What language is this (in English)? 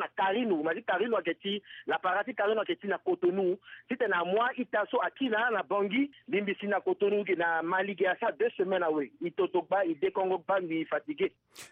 Sango